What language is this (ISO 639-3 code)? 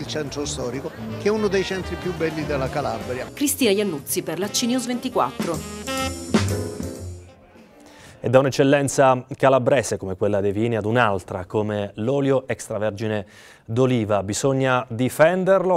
ita